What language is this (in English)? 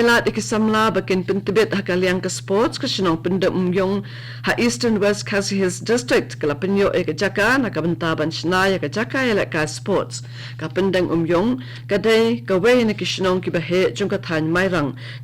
Khasi